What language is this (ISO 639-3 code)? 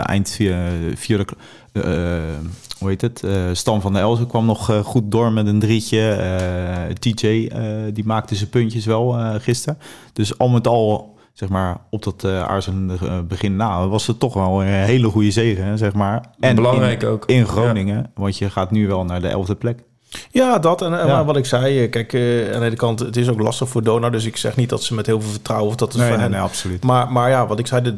nld